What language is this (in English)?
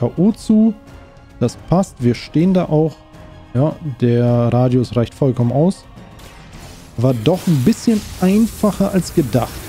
German